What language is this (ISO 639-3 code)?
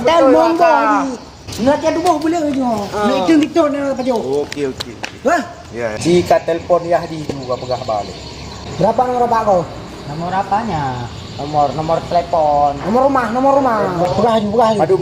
ace